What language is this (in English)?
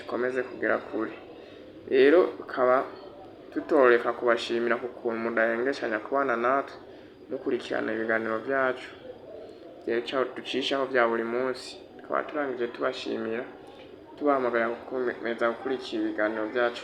Rundi